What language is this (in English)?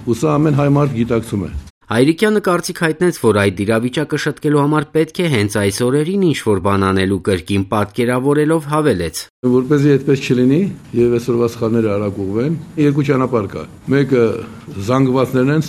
Armenian